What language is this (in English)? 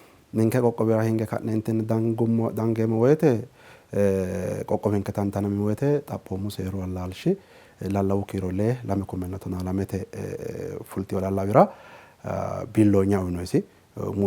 Sidamo